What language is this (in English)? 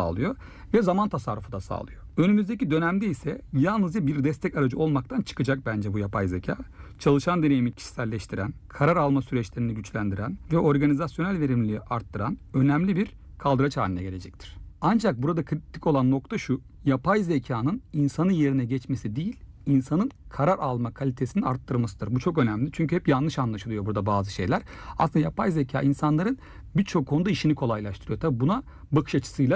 Turkish